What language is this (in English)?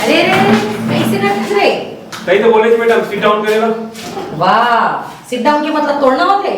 Chhattisgarhi